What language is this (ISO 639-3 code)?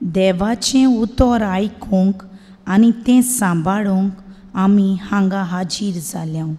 kok